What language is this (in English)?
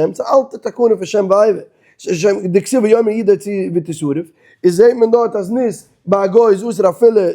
Yiddish